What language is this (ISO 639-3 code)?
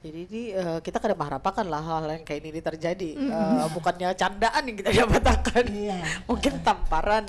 bjn